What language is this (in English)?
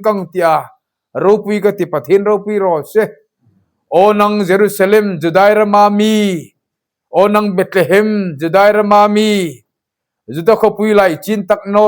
Hmar